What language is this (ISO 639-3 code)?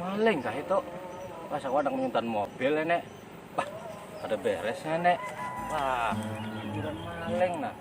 bjn